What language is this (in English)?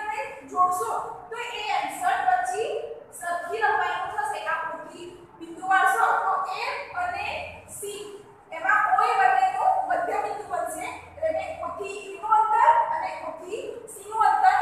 Gujarati